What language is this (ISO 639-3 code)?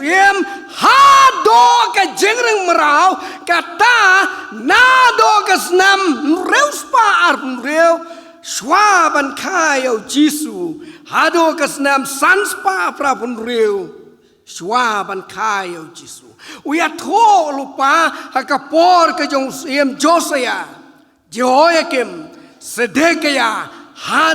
kha